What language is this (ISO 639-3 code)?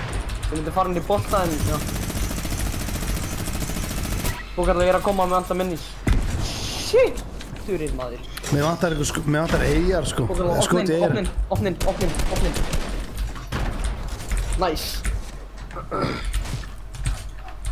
isl